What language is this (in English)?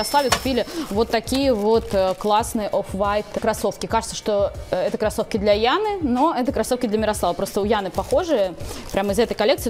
Russian